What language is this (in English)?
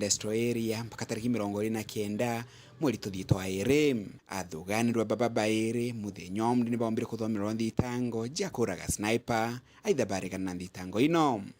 Meru